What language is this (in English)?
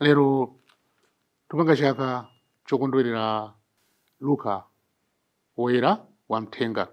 Nyanja